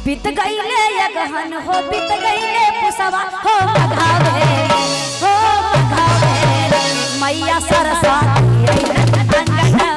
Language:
Magahi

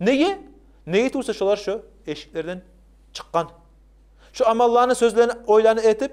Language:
Kumyk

